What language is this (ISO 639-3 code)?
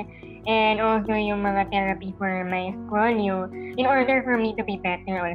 fil